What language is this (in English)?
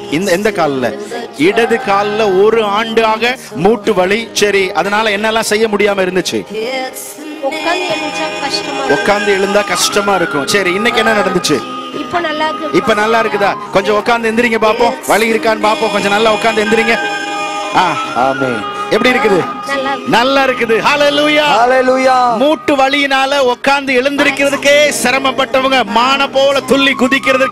Tamil